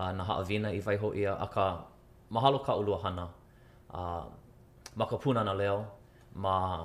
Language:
Hawaiian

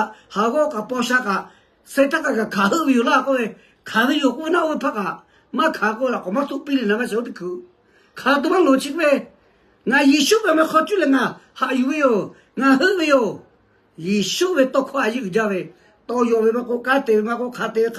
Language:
Lahu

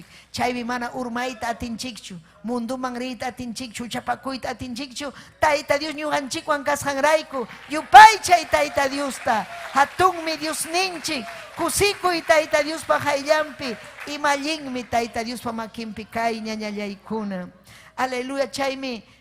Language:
Ayacucho Quechua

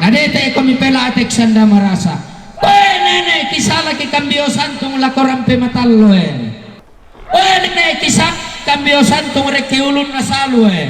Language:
Toraja-Sa'dan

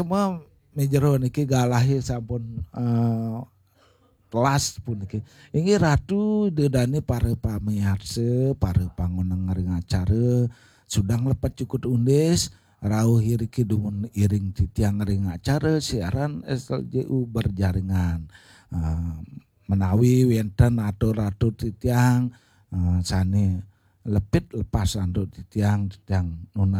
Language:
Balinese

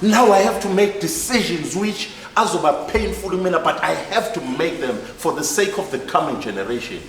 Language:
Zulu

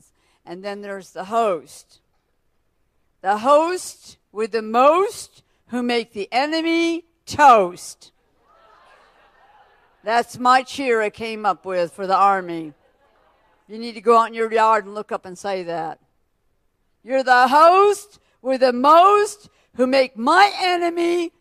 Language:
English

